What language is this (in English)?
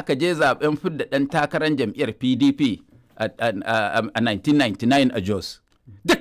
Hausa